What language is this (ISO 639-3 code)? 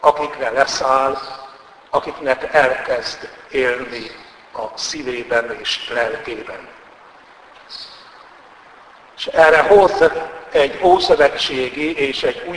hun